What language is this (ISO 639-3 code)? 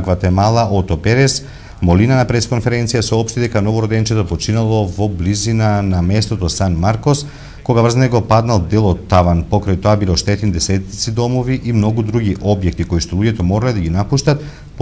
mkd